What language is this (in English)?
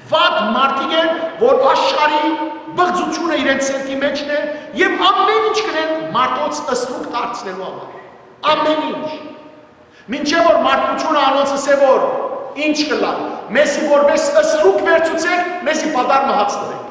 Western Armenian